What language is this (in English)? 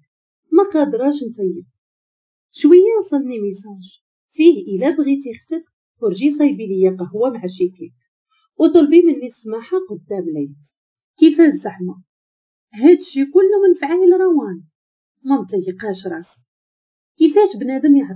Moroccan Arabic